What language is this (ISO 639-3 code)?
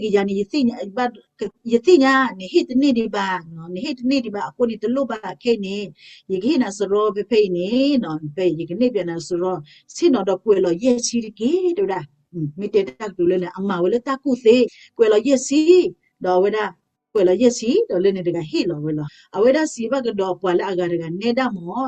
ksw